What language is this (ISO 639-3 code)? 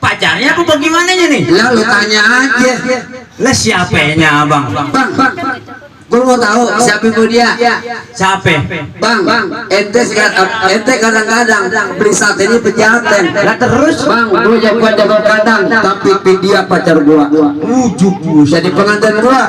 bew